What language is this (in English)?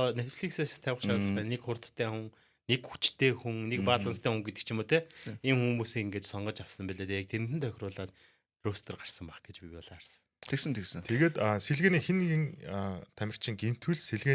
Mongolian